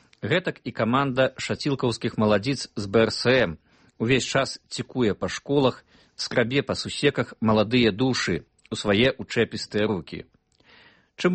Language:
Belarusian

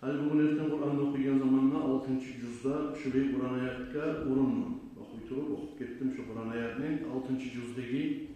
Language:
Kumyk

